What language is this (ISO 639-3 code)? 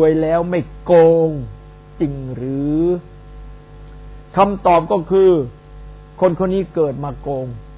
tha